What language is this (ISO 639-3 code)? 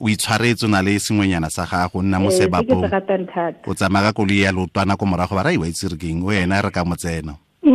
tsn